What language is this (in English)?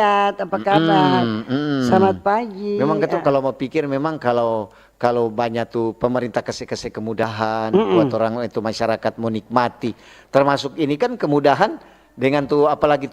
Manado Malay